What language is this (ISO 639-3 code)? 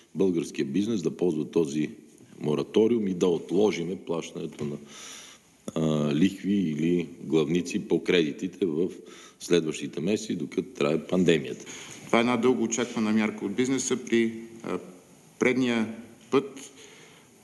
bul